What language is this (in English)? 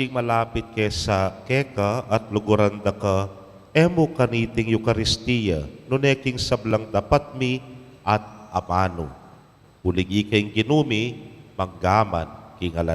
Pampanga